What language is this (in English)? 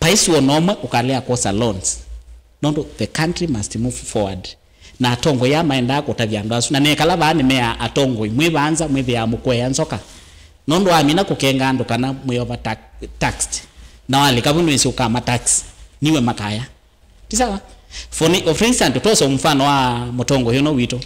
Kamba